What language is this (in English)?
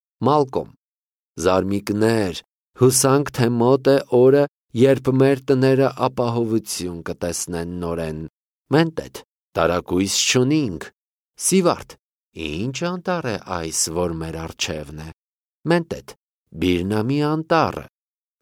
Armenian